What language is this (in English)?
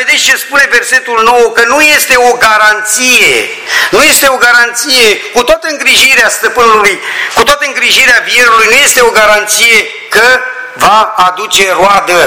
Romanian